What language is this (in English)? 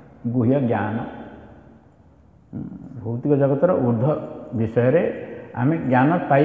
Odia